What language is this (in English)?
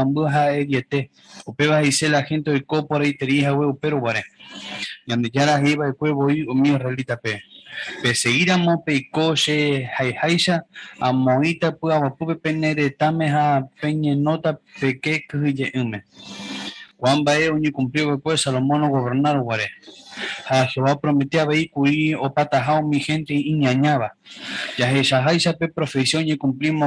Guarani